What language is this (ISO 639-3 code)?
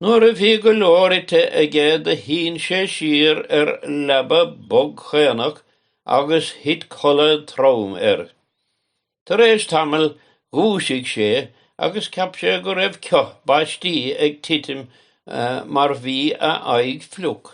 gle